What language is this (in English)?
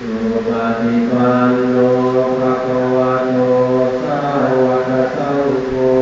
Pali